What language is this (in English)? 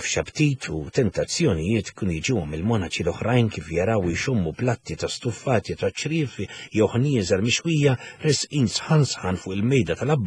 Maltese